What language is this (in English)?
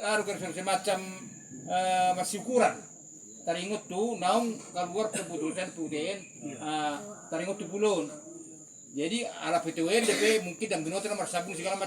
Batak Toba